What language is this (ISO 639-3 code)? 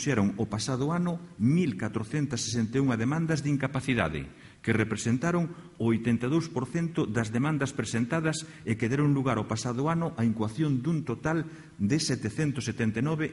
glg